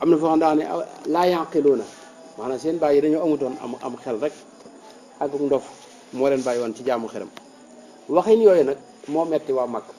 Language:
Wolof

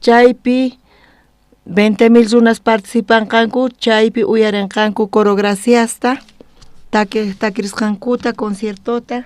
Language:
South Bolivian Quechua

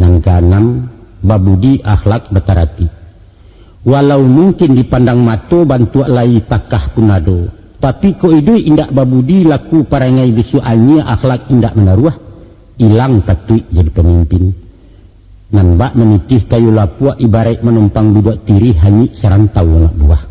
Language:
Minangkabau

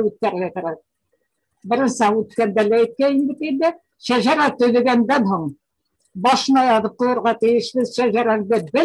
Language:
Bashkir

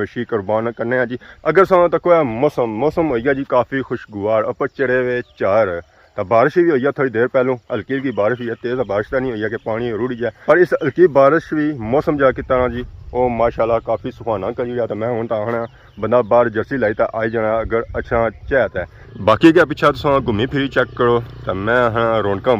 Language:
Pahari-Potwari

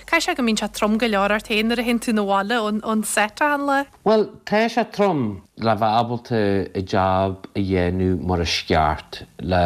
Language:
Irish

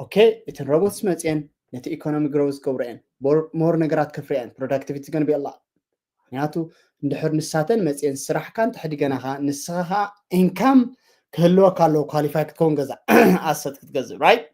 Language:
Tigrinya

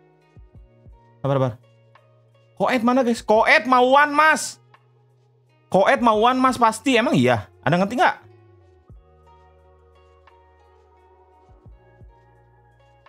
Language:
Indonesian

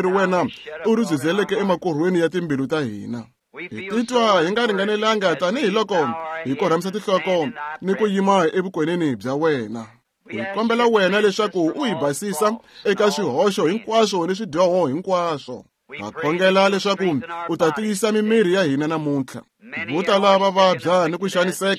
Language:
Tsonga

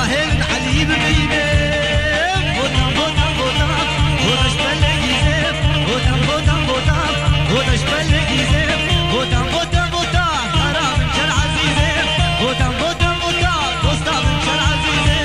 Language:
Kurdish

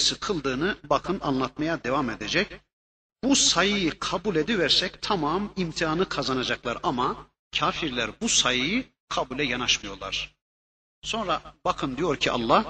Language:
Turkish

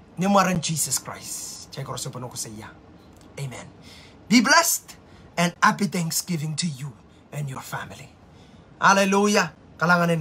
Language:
Pohnpeian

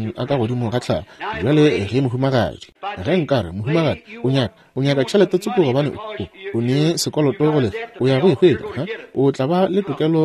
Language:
Northern Sotho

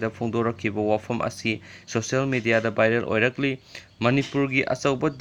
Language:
Manipuri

